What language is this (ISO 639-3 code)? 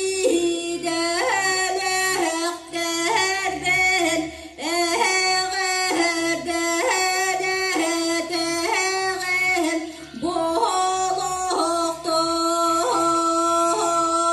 sah